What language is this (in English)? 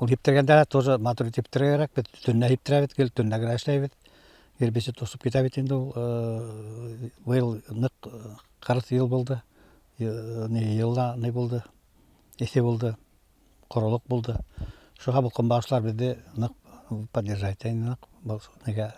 Bashkir